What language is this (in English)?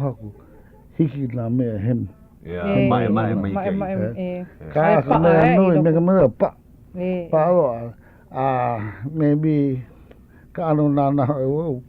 Hawaiian